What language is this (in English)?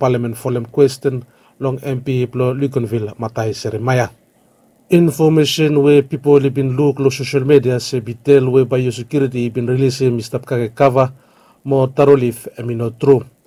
Bislama